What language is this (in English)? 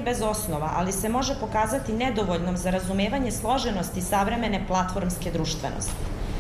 Serbian